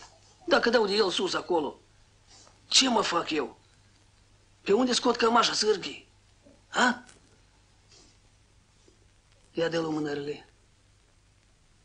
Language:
Romanian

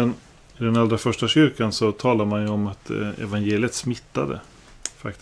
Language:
Swedish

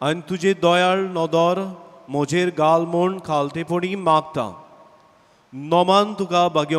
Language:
Konkani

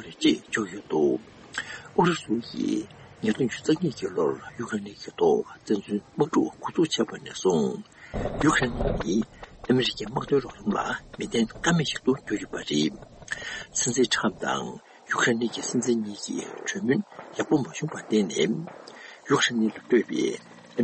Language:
Tibetan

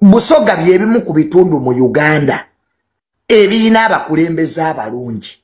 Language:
Ganda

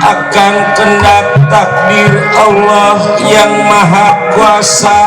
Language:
Betawi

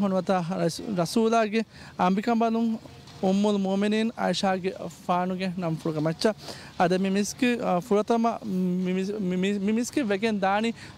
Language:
Divehi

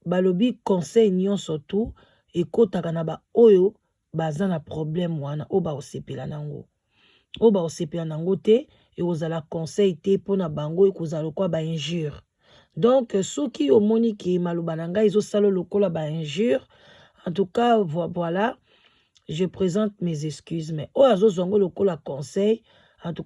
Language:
Lingala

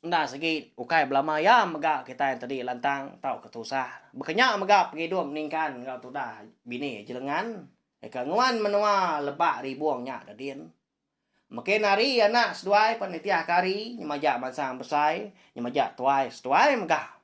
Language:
Iban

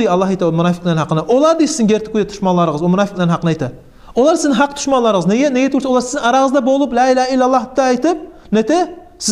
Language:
Kumyk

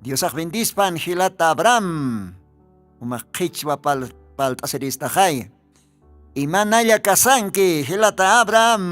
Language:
Aymara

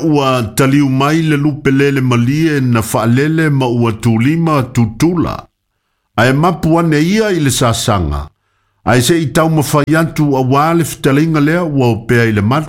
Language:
Samoan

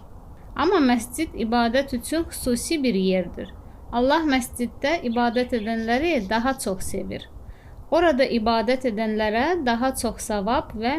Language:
Azerbaijani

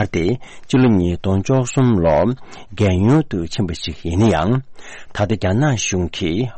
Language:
Tibetan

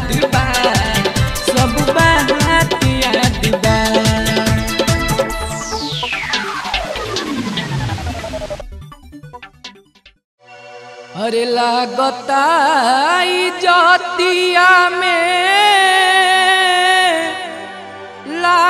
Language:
Bhojpuri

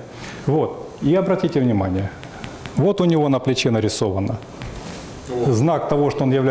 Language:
Russian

